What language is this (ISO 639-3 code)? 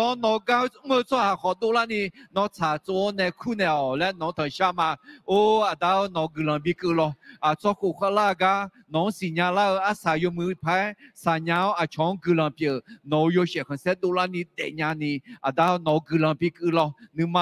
ahk